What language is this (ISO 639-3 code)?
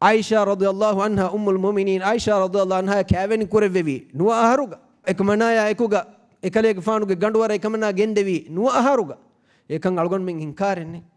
div